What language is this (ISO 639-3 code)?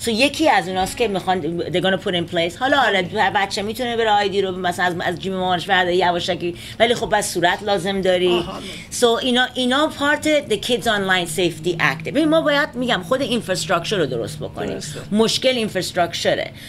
fas